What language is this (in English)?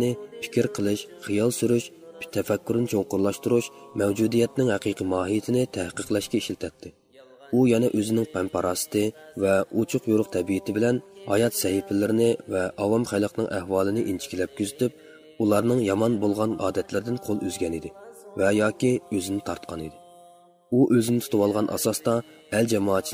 Uyghur